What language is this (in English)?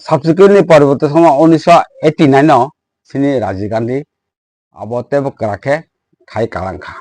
Kok Borok